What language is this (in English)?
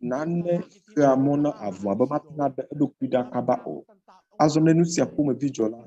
Ewe